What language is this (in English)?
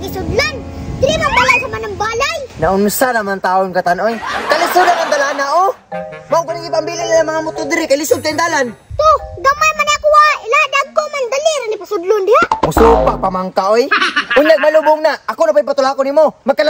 Cebuano